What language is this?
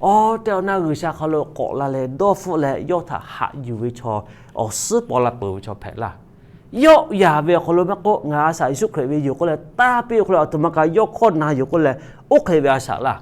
Lahu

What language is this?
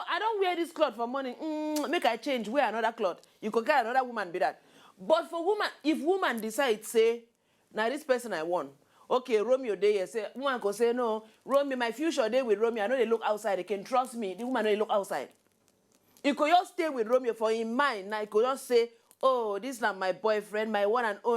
Nigerian Pidgin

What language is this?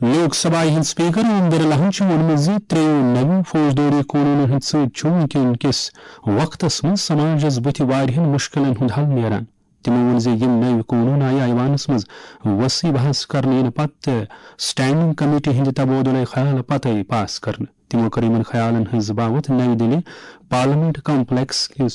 Kashmiri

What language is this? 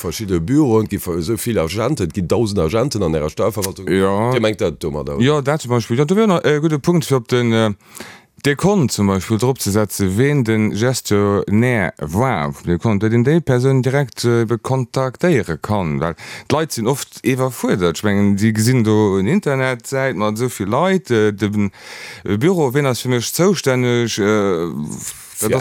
Luxembourgish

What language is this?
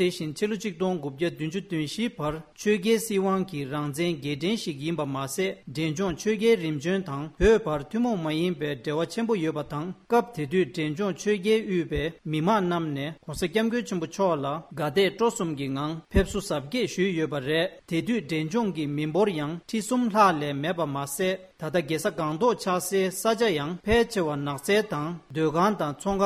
Tibetan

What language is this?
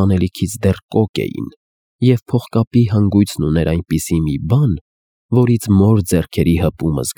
Armenian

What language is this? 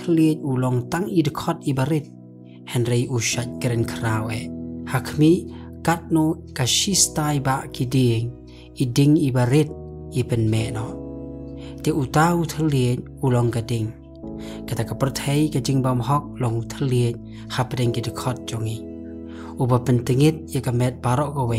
Khasi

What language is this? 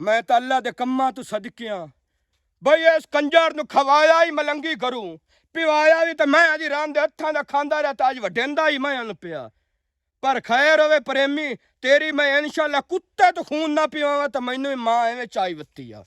Western Panjabi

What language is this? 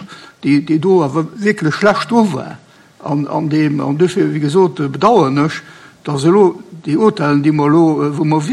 Luxembourgish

